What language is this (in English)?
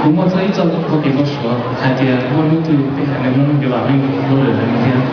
Hmong